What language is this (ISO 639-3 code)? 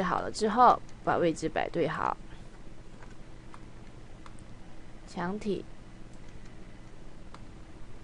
zho